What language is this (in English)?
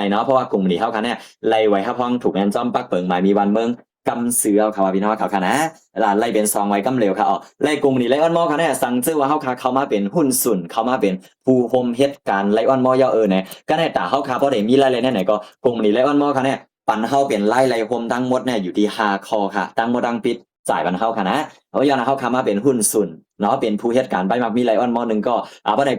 Shan